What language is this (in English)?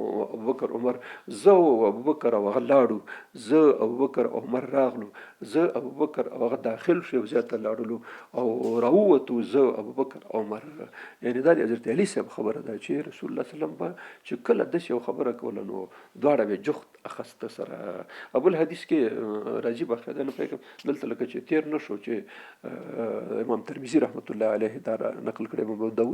Pashto